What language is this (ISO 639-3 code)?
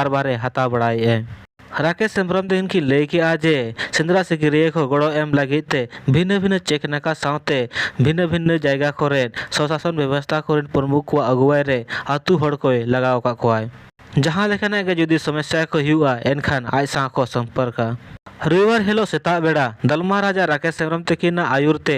sat